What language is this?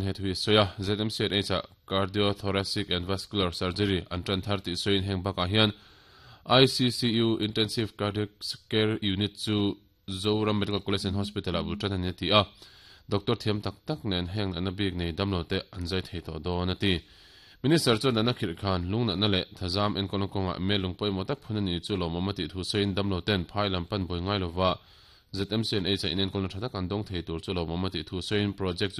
Mizo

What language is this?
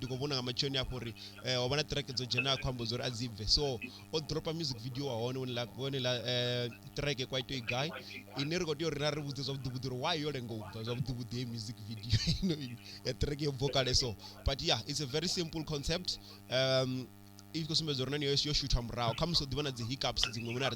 Venda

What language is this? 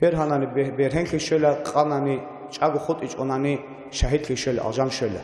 Avaric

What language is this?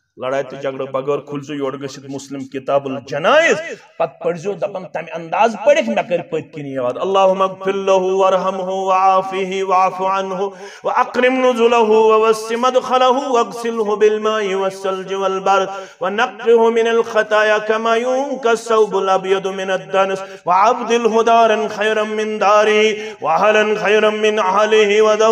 Kashmiri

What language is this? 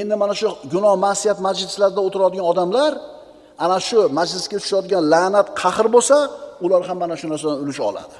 Uzbek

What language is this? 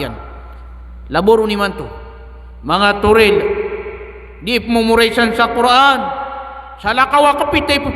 Maranao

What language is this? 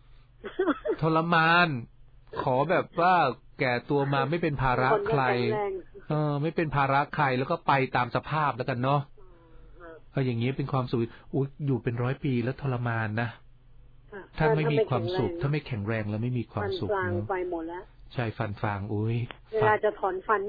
Thai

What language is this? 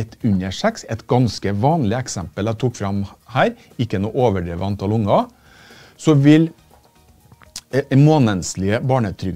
Norwegian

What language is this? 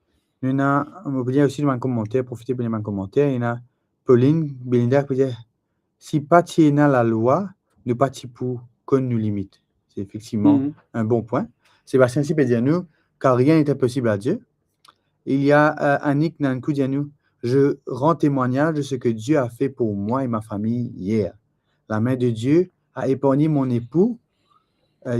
Morisyen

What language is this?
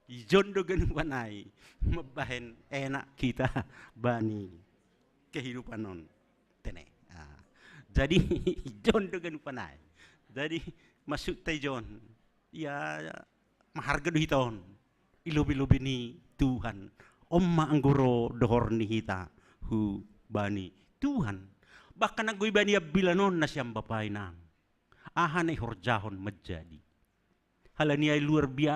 Batak Simalungun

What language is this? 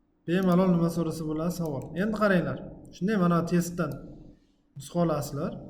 Uzbek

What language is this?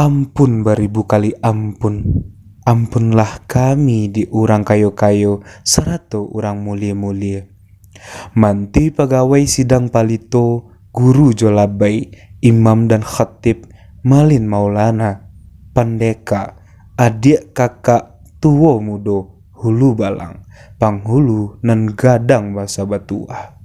Minangkabau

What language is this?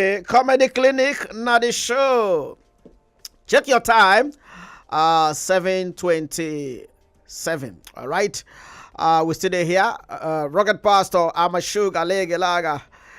Nigerian Pidgin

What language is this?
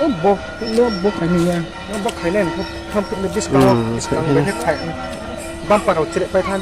Riang (India)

